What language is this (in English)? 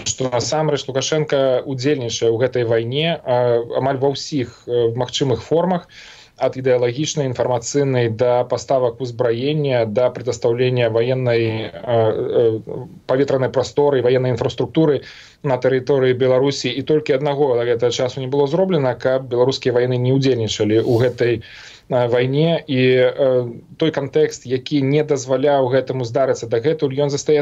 Belarusian